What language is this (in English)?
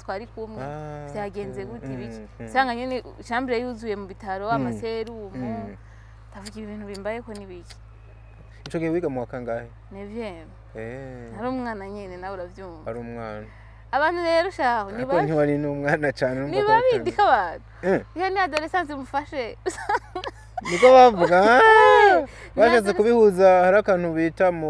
Rundi